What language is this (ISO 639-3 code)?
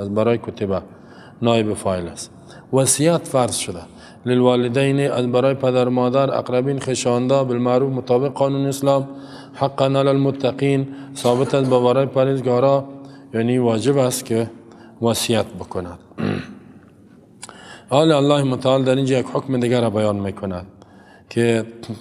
fas